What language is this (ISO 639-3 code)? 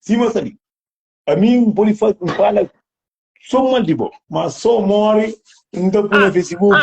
kea